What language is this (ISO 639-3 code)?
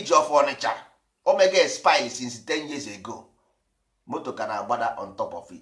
ibo